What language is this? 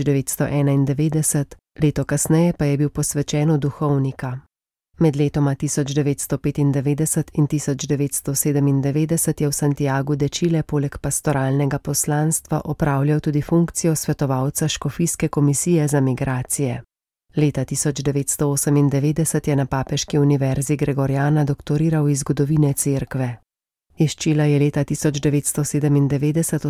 Slovenian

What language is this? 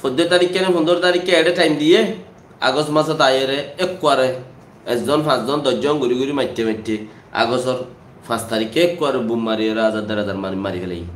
Rohingya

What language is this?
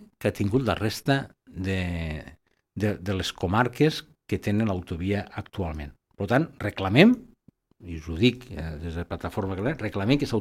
Catalan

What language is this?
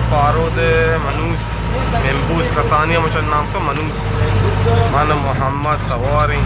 Baluchi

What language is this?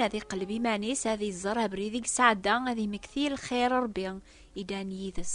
Kabyle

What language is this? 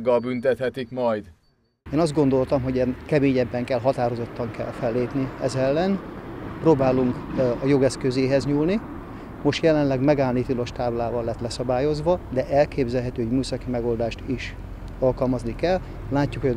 Hungarian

